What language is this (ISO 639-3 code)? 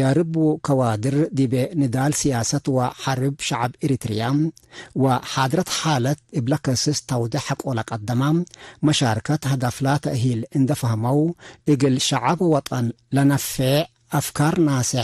tig